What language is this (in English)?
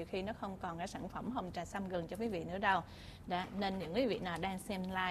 Vietnamese